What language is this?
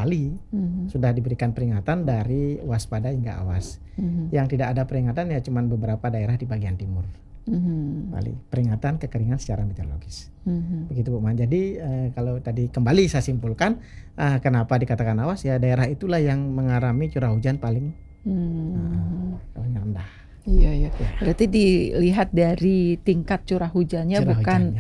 Indonesian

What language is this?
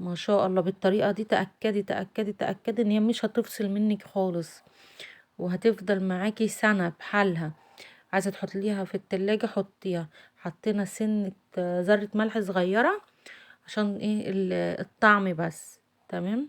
Egyptian Arabic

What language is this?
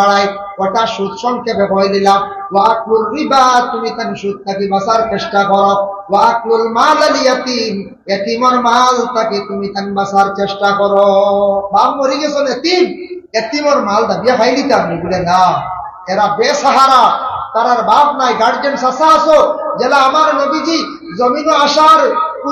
Sylheti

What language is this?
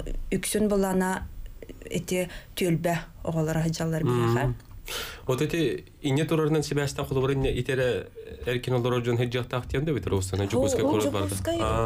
Yakut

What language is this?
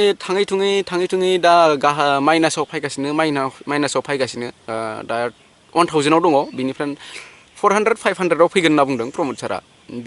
Bodo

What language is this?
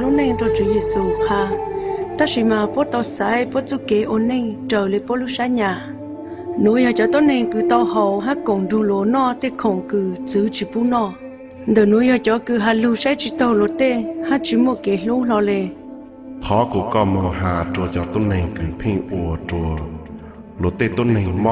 Hmong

